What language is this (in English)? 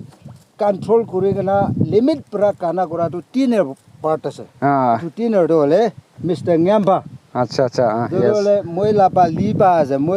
Naga Pidgin